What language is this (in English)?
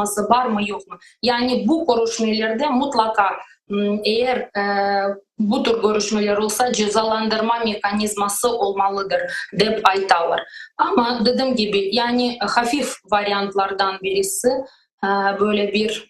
Crimean Tatar